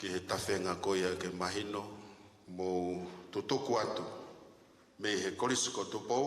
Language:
Tongan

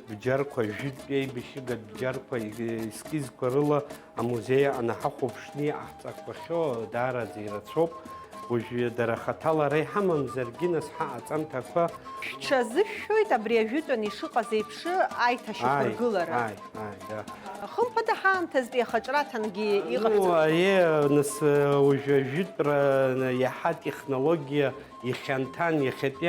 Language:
Abkhazian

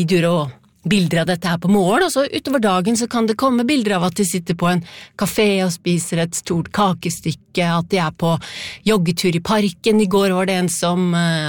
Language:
Norwegian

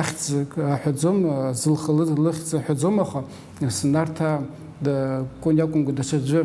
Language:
Abkhazian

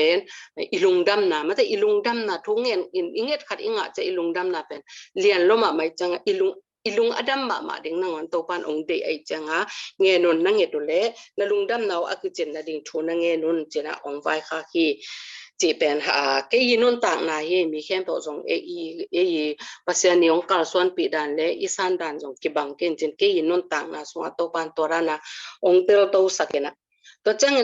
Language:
Tedim Chin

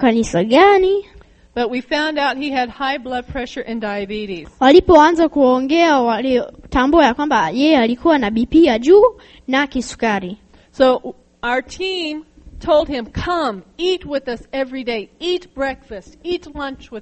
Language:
Swahili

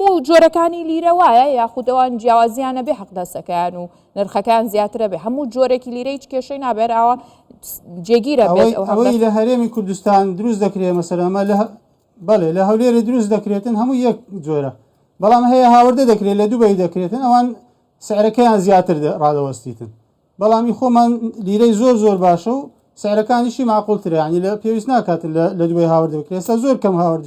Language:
Central Kurdish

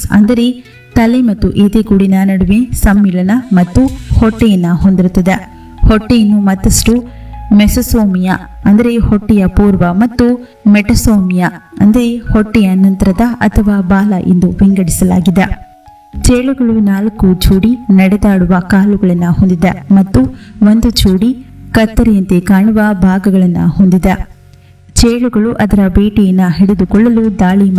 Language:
Kannada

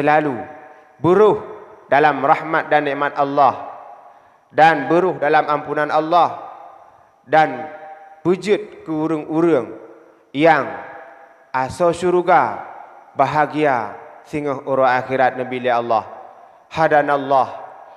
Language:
Achinese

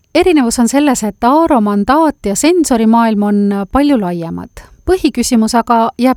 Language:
Estonian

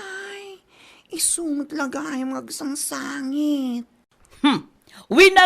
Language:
Iloko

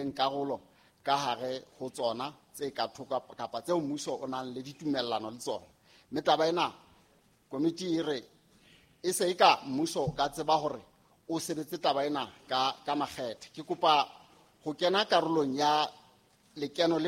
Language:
Southern Sotho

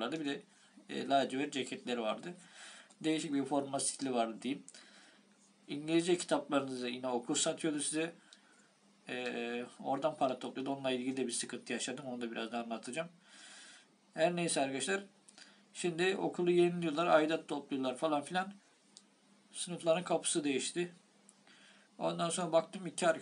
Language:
Turkish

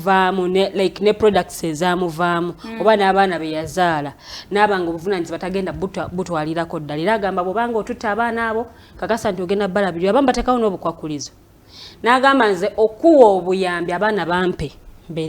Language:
Ganda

